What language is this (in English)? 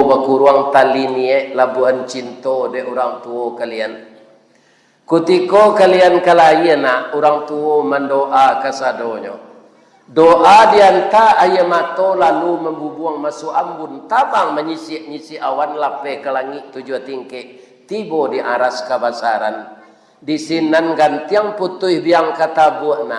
Minangkabau